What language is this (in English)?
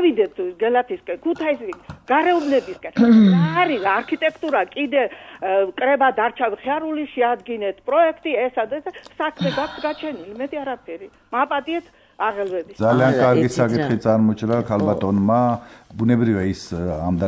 Georgian